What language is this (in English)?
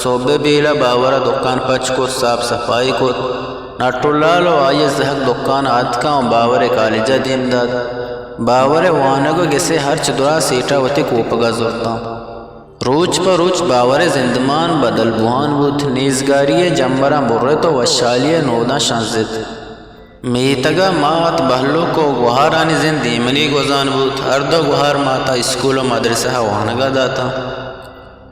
Eastern Balochi